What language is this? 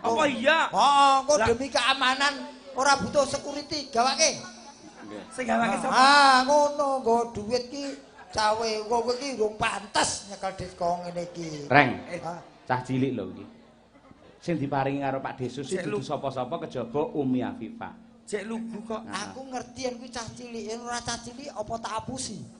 Javanese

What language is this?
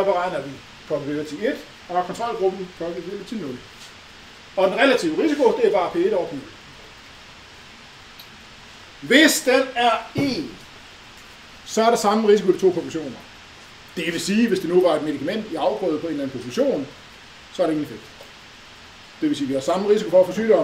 Danish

